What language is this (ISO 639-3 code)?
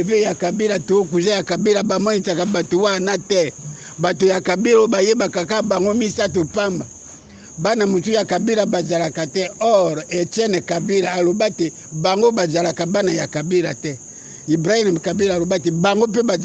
lin